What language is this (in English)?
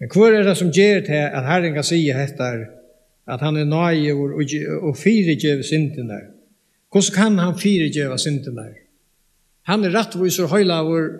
Faroese